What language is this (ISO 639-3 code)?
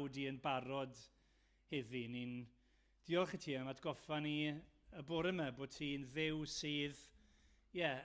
cym